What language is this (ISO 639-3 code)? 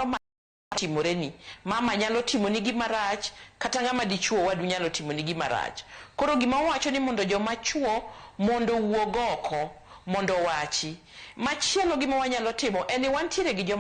luo